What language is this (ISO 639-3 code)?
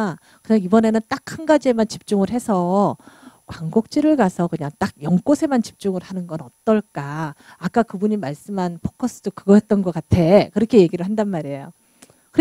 kor